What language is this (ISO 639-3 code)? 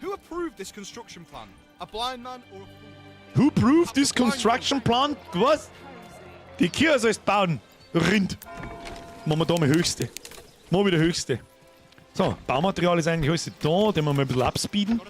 bar